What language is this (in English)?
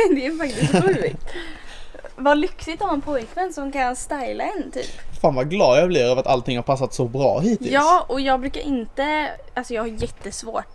Swedish